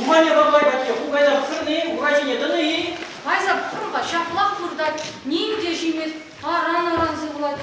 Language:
Chuvash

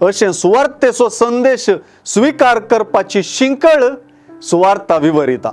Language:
Konkani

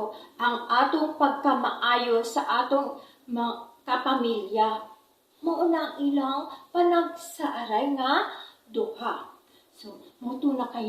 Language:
Cebuano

